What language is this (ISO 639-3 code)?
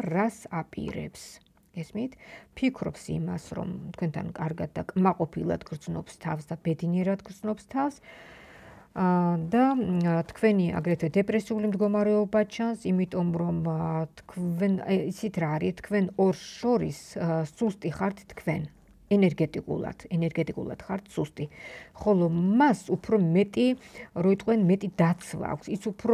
kat